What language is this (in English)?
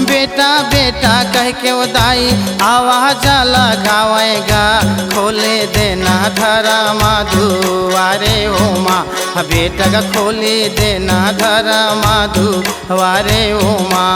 Chhattisgarhi